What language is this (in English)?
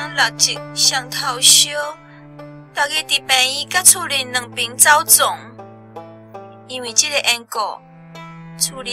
Min Nan Chinese